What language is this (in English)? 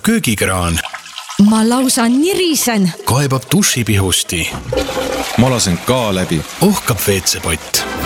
Estonian